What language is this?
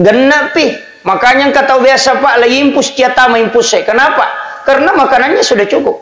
Buginese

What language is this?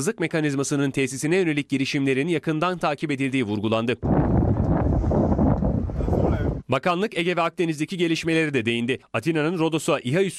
Turkish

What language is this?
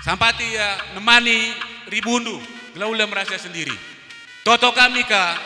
Batak Karo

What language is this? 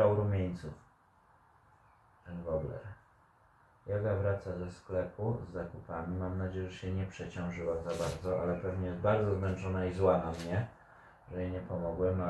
Polish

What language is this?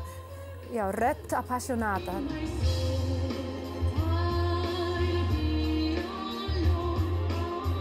Icelandic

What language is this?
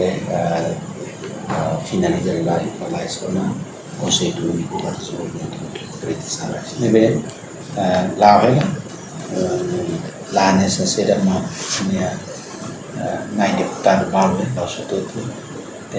Tetum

